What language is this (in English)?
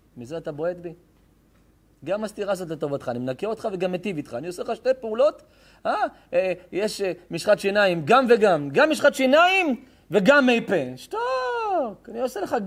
Hebrew